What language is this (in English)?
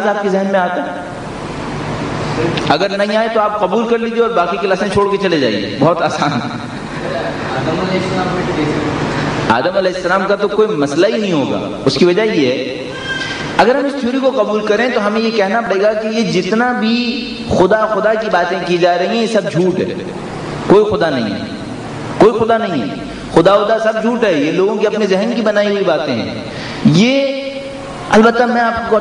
Urdu